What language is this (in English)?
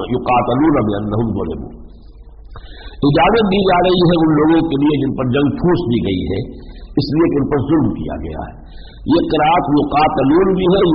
Urdu